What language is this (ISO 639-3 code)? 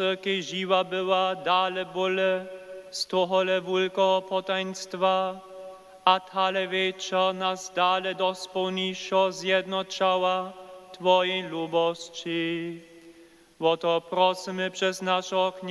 hsb